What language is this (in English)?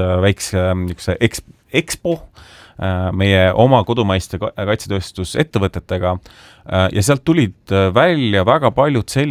Estonian